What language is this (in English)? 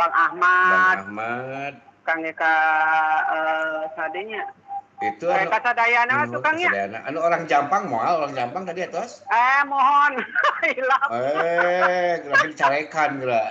Sundanese